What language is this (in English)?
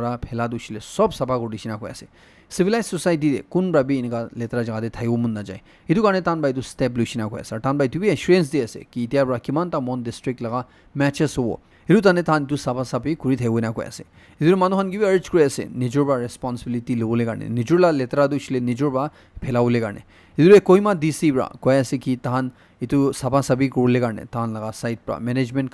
Naga Pidgin